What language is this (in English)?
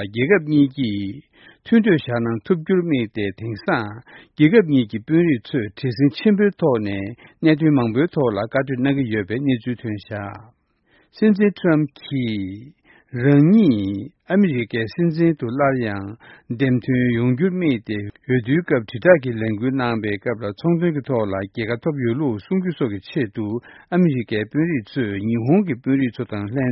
Korean